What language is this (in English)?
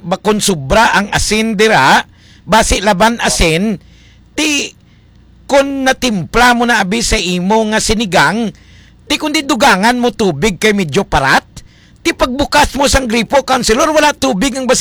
Hiligaynon